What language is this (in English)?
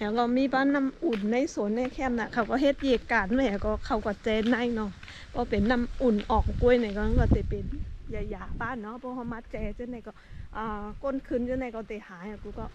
Shan